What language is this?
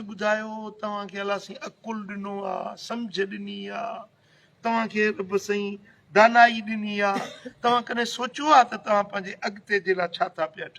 Sindhi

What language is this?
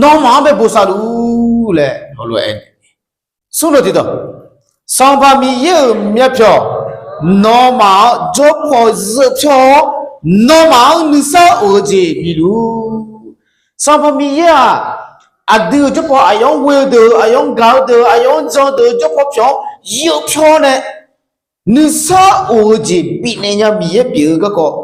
Akha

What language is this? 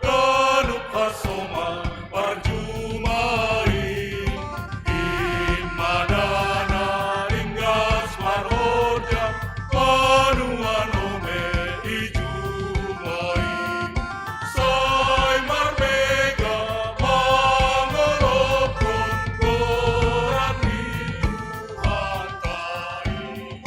Batak Simalungun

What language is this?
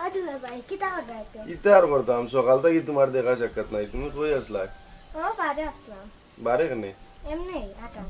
Sylheti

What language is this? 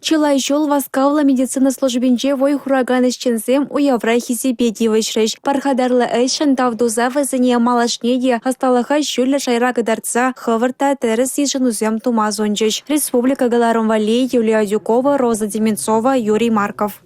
Chuvash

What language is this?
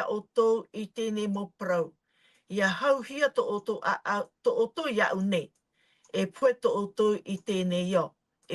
Tahitian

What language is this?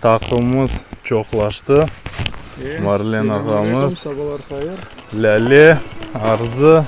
Crimean Tatar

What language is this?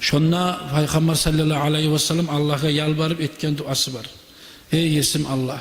Kumyk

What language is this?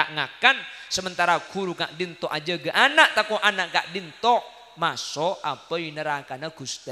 Madurese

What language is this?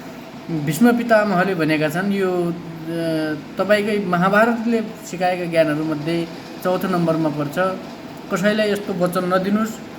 Nepali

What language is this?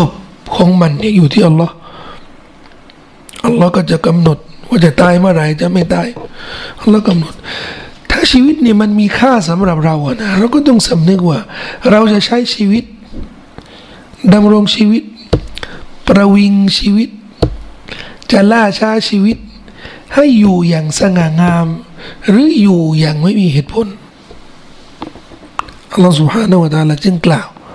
Thai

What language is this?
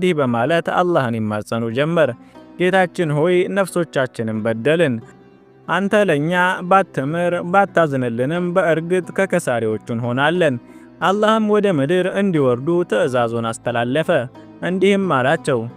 Amharic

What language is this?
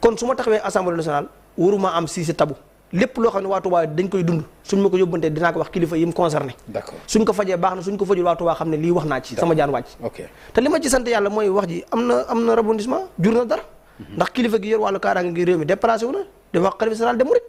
Wolof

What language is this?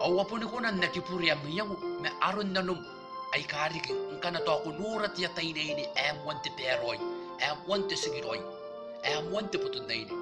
Gilbertese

